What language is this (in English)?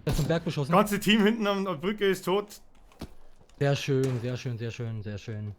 Bavarian